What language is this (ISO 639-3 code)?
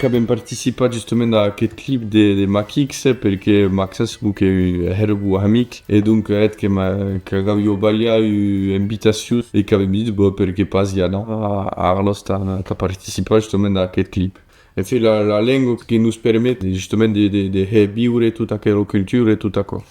oci